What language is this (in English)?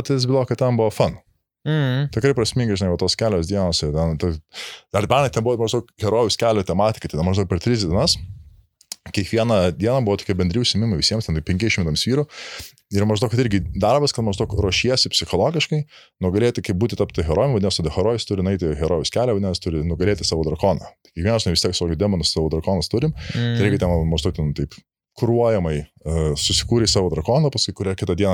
Lithuanian